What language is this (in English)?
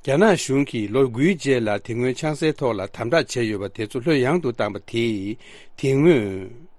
Tibetan